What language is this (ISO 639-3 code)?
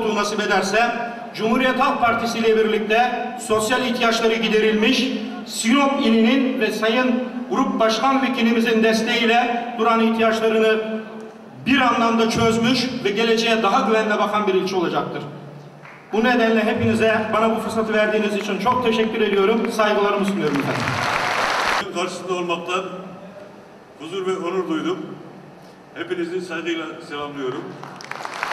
tur